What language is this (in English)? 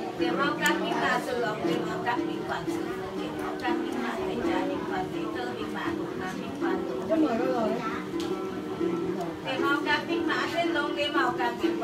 Vietnamese